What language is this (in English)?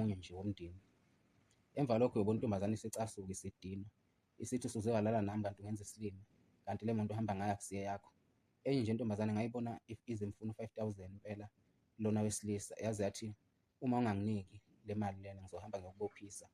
Zulu